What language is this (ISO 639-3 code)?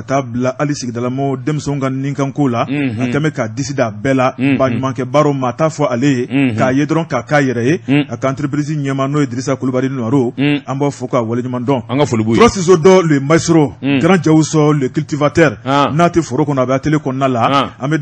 bam